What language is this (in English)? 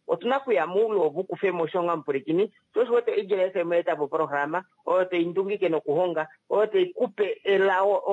Kuanyama